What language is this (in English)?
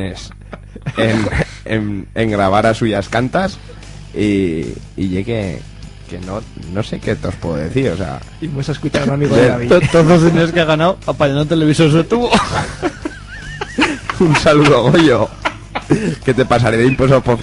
Aragonese